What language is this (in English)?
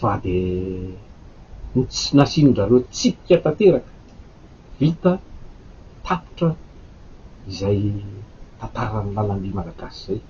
Malagasy